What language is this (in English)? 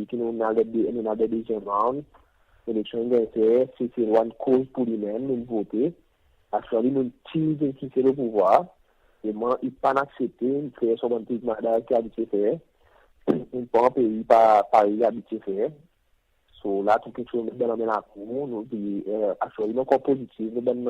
Seselwa Creole French